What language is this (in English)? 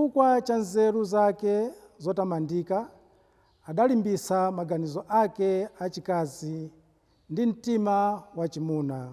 Nyanja